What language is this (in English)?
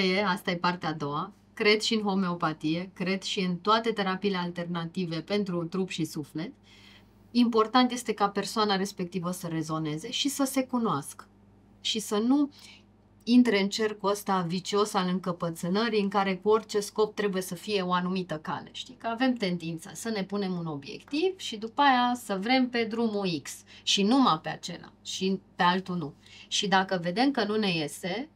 Romanian